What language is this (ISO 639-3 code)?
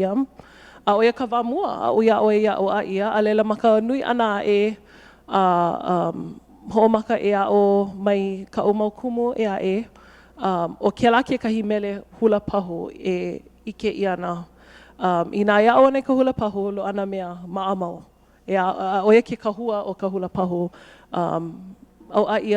haw